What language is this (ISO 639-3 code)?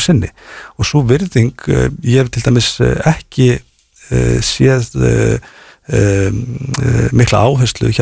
isl